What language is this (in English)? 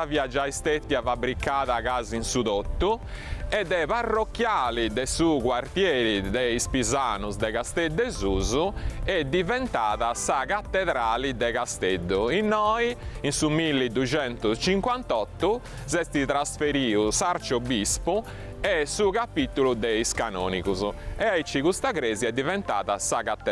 Sardinian